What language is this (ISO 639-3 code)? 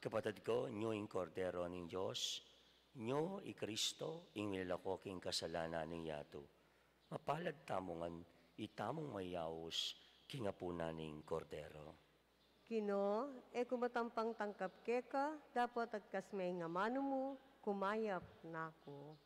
pam